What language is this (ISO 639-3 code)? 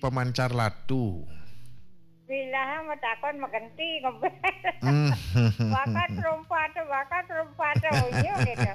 ban